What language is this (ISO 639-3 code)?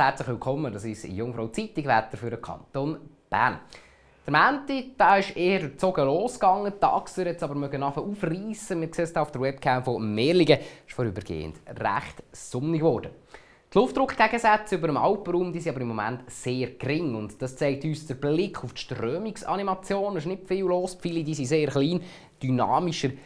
gsw